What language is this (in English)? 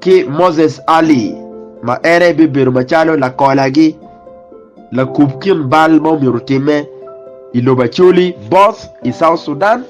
Acoli